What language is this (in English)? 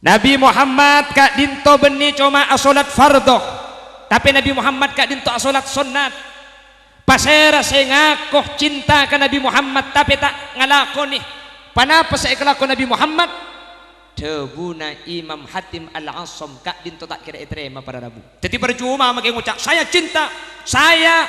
Madurese